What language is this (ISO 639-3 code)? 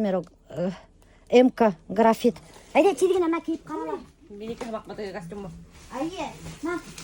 bak